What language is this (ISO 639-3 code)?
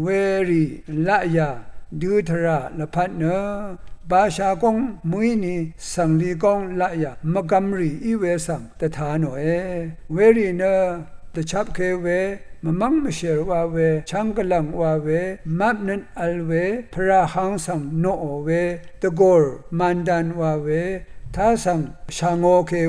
raw